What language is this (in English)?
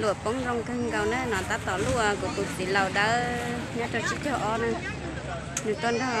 Hmong